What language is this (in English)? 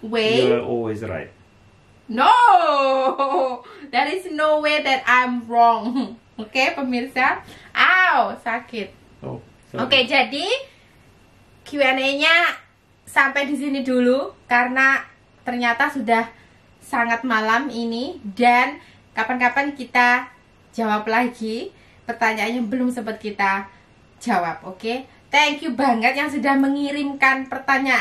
Indonesian